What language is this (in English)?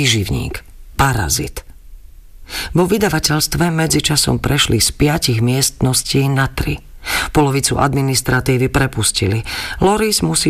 Slovak